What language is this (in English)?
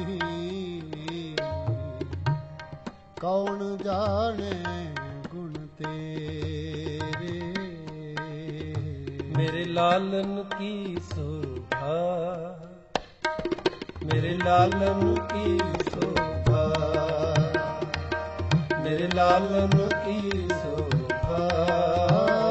Punjabi